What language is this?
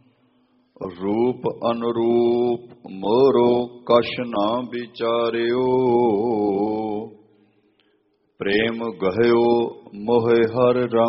Punjabi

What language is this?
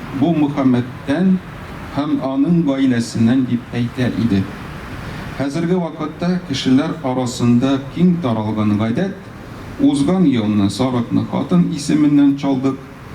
Tatar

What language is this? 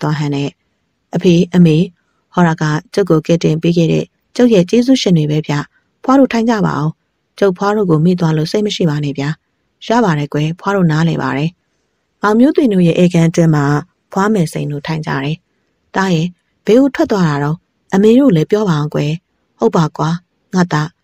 Burmese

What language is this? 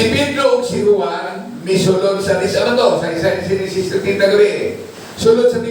Cebuano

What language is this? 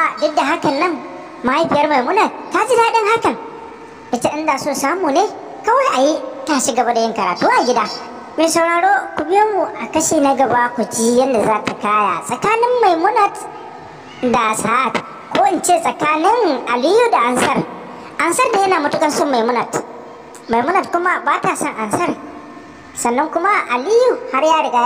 Hausa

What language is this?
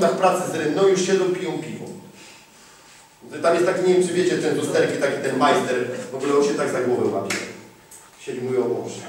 Polish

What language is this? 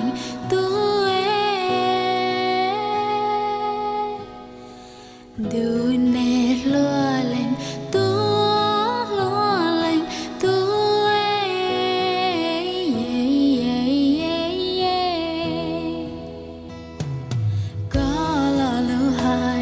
Vietnamese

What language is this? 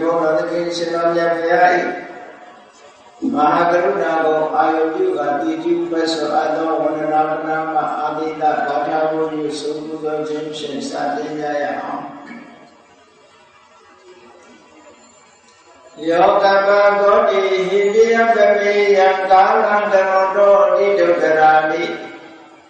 Burmese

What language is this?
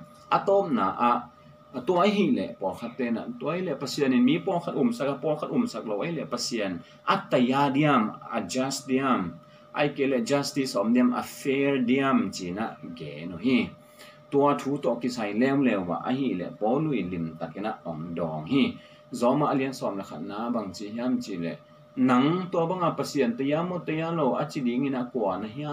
Tedim Chin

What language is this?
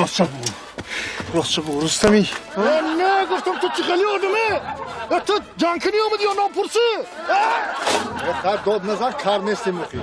Tajik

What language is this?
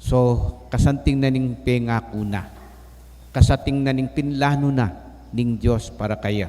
Pampanga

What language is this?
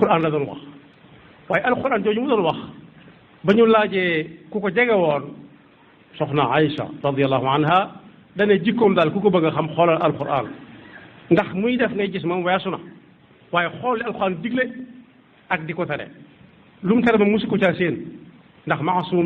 Wolof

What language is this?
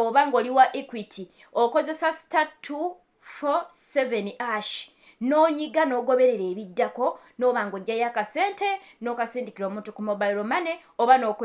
Ganda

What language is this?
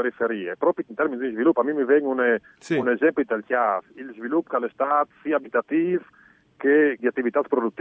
Friulian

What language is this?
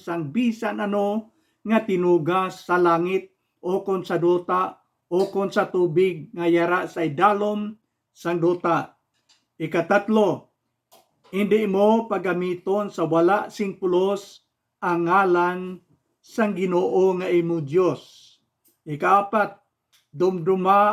Hiligaynon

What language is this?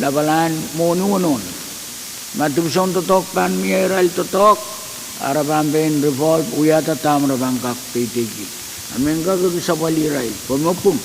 Pohnpeian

